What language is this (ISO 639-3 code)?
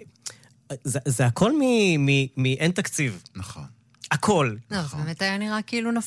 heb